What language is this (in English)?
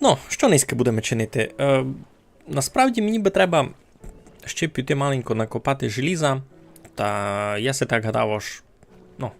Rusyn